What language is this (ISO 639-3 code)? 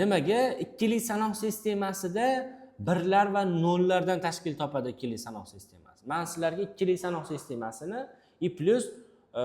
uzb